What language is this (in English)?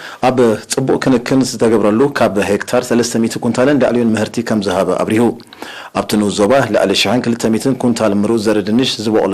Tigrinya